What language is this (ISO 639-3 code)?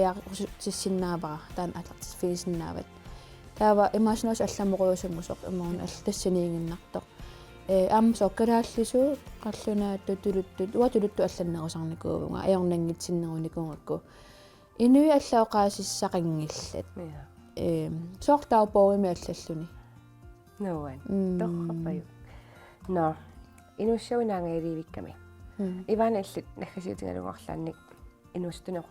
kal